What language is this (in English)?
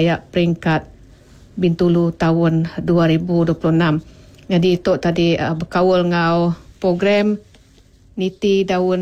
Iban